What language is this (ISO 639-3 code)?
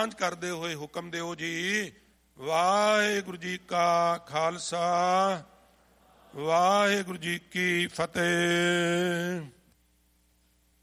pan